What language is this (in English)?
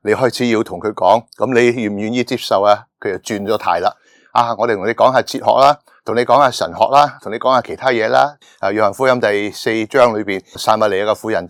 Cantonese